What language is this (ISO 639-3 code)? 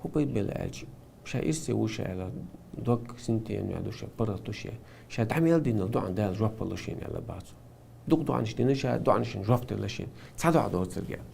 che